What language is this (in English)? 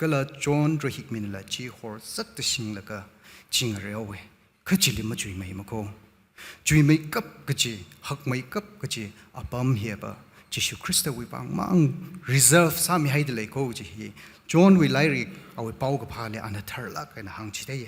Tangkhul Naga (India)